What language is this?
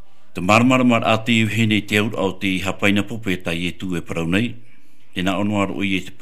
Tahitian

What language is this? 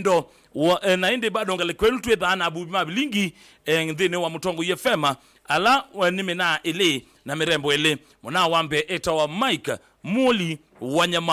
Kamba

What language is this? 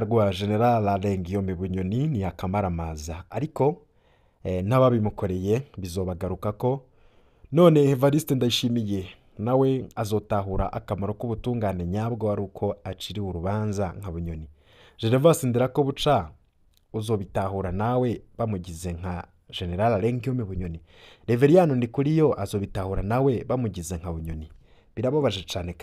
Rundi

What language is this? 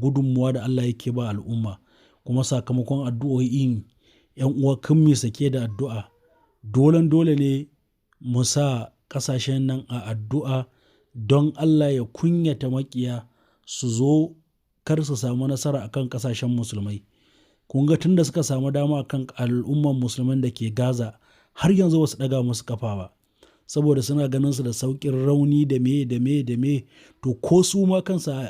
Hausa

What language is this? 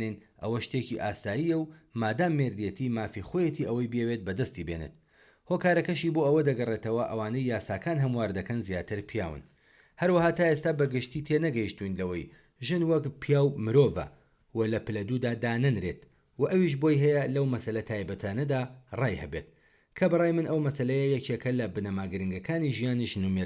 Central Kurdish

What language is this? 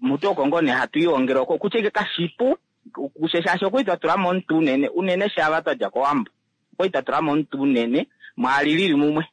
Kuanyama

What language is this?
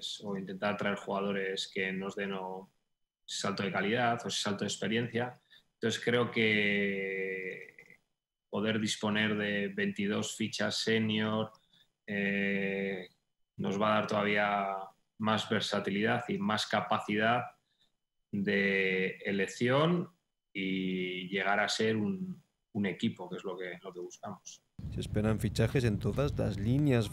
Spanish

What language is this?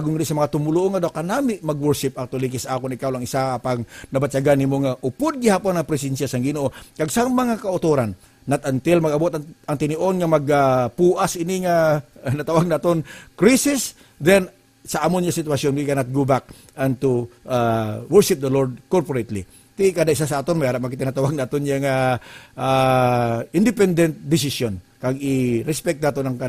Hiligaynon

